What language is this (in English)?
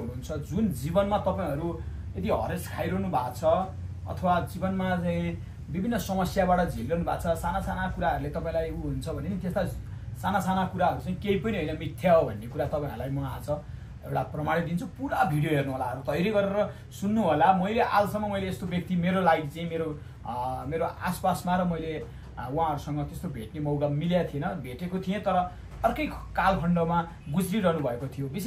Nepali